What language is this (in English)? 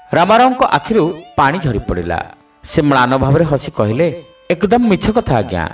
Odia